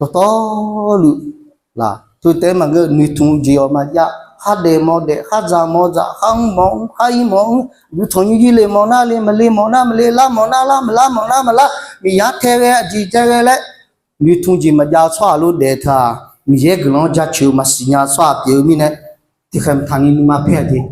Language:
Akha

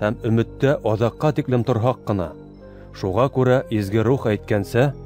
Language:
Bashkir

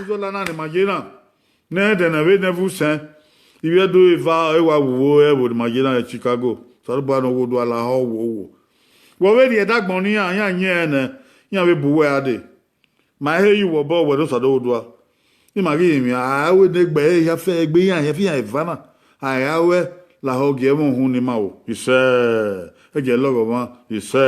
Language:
Bini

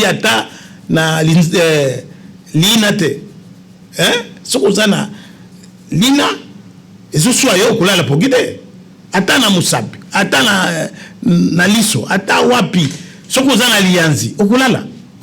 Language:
Lingala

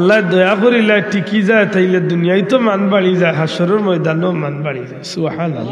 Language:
Sylheti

